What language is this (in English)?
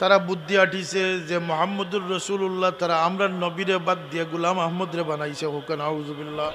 Sylheti